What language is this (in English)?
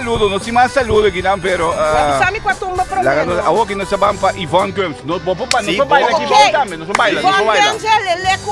Papiamento